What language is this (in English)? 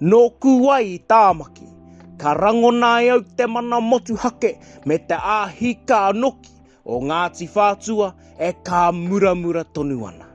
Māori